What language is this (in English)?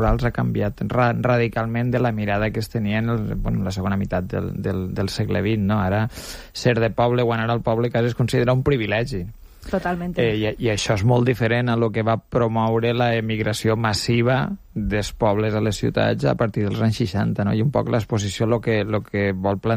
Catalan